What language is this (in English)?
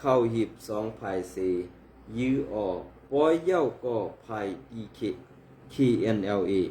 Shan